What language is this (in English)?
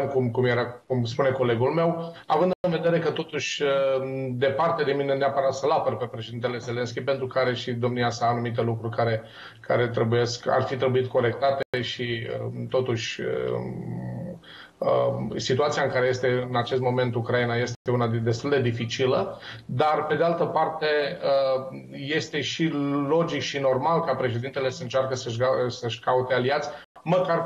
Romanian